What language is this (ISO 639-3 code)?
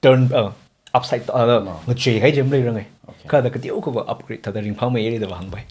nmf